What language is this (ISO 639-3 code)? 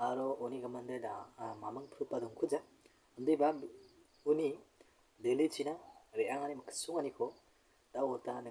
grt